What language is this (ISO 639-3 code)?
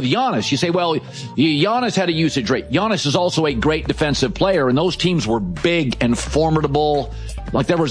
eng